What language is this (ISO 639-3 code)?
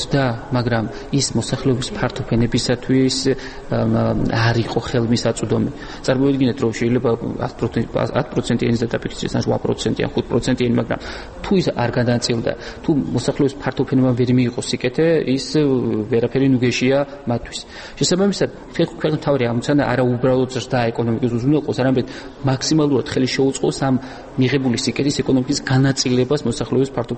kat